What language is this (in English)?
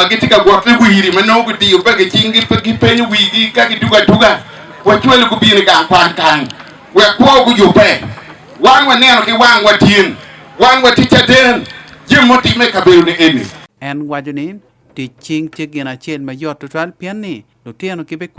Acoli